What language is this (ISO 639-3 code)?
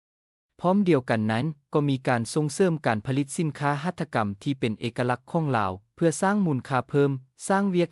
lao